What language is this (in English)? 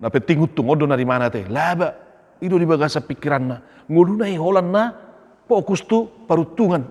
Batak Toba